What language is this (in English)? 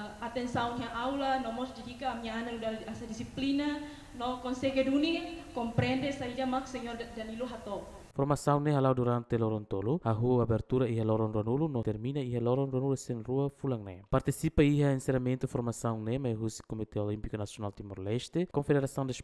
Tetum